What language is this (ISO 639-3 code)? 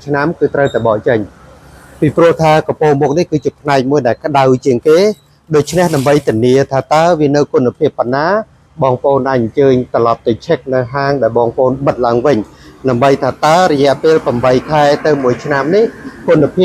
khm